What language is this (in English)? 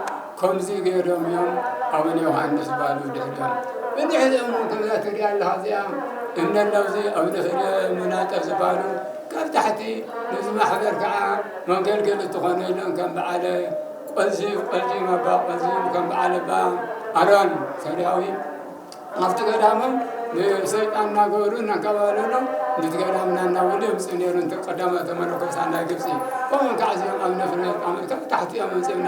Tigrinya